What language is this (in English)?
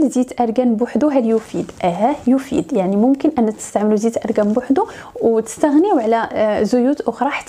Moroccan Arabic